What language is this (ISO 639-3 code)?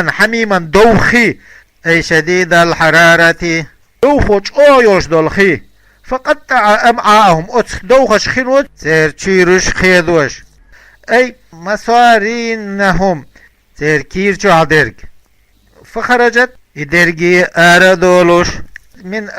che